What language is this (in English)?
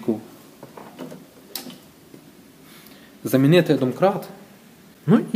Ukrainian